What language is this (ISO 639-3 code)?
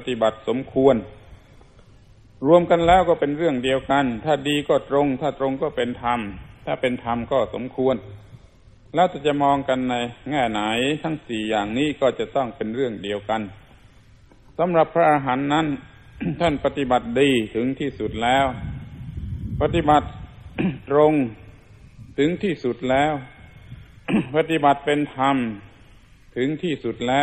tha